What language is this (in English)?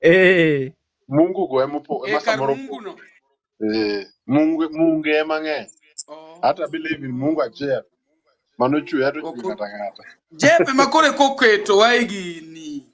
Luo (Kenya and Tanzania)